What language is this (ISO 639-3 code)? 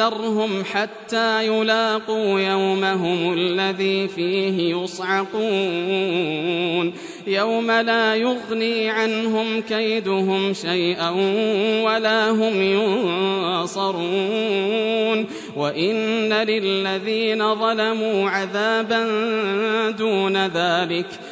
ara